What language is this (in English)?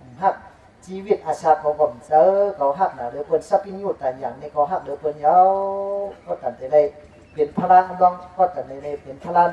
Shan